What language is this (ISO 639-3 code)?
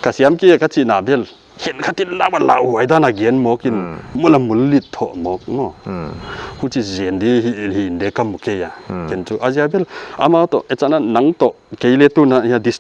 pck